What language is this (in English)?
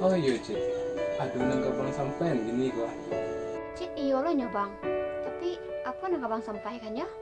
Minangkabau